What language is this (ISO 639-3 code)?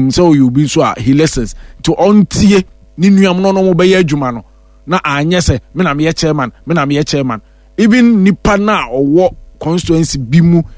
aka